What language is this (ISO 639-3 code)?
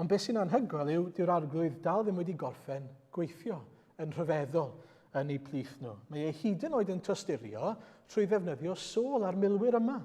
cym